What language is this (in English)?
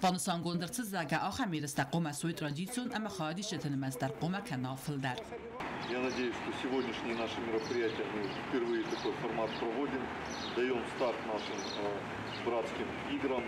Ossetic